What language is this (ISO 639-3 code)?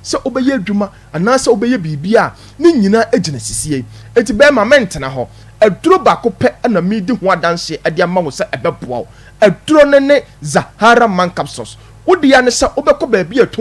aka